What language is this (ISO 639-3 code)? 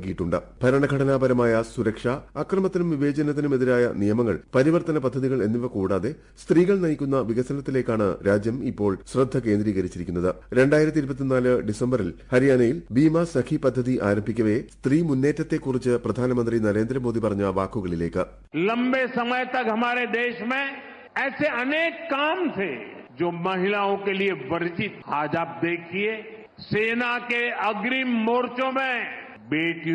mal